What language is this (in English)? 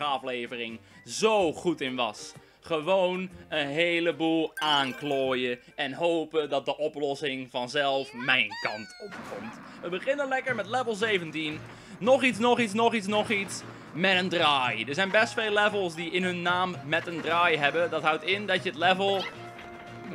Dutch